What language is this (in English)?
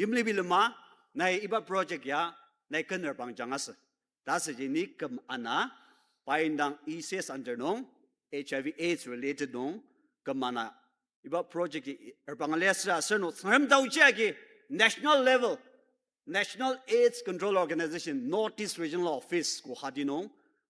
Ao Naga